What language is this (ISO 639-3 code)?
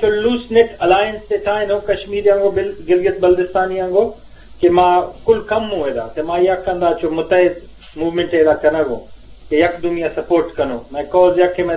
bgp